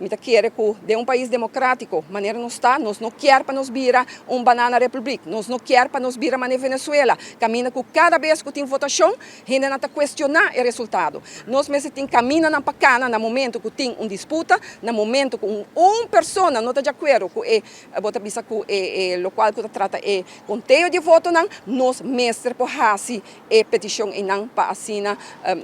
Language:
Papiamento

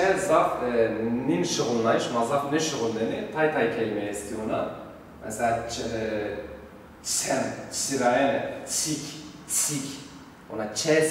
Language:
Zaza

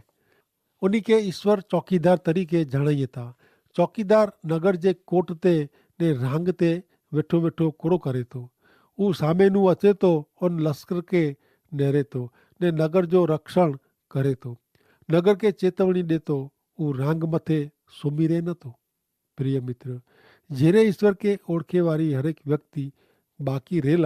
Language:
Kachhi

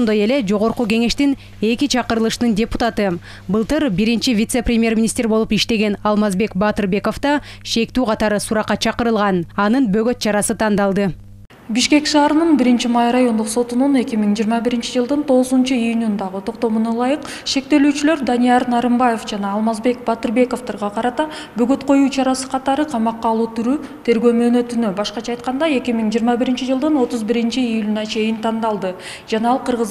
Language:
Kyrgyz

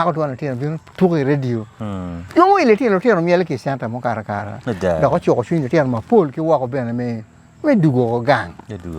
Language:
Acoli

